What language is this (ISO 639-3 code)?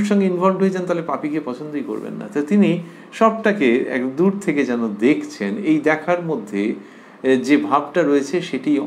ben